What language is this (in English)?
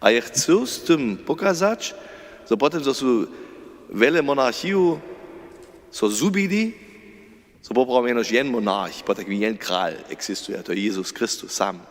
Upper Sorbian